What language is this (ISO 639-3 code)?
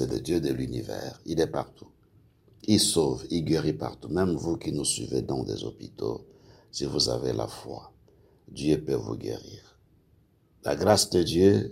fra